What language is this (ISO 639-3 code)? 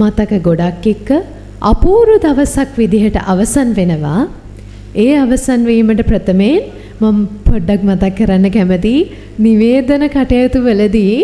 sin